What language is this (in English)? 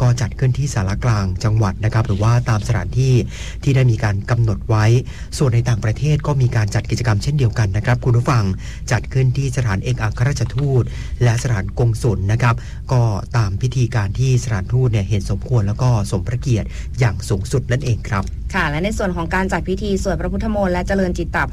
Thai